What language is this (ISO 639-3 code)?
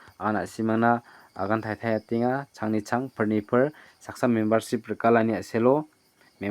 grt